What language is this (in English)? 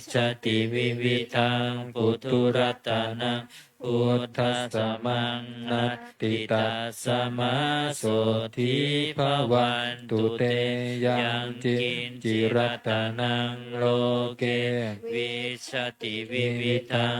Pali